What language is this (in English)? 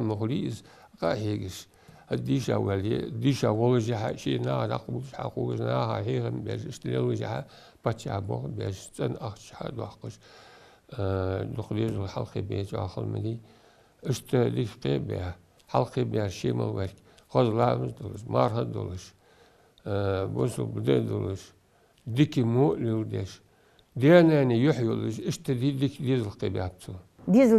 Ingush